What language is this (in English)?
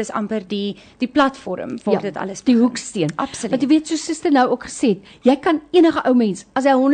Afrikaans